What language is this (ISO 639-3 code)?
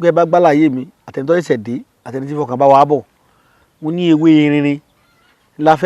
yor